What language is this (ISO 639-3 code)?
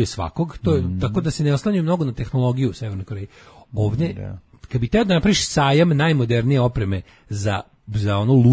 srp